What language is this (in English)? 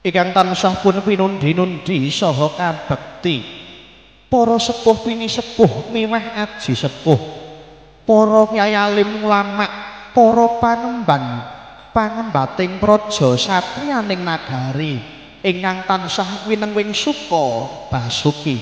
Javanese